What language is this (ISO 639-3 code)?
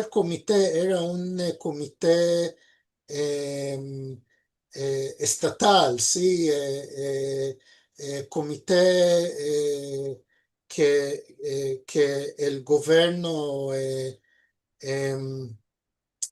lad